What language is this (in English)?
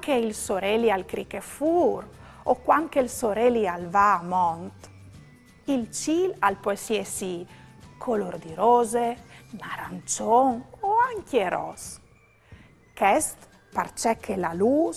Friulian